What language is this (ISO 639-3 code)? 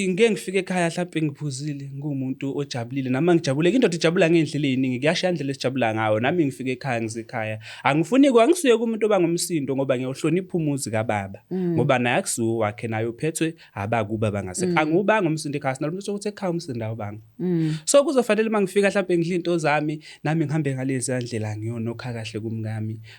zul